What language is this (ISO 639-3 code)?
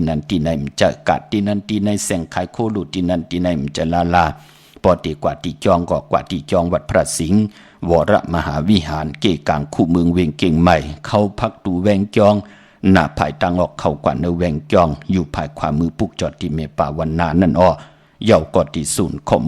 shn